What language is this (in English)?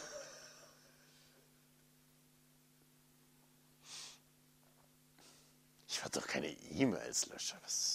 German